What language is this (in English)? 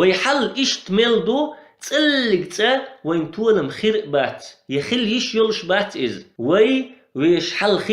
Chechen